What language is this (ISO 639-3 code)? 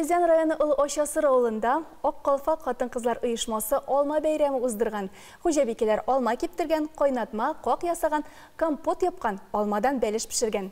tat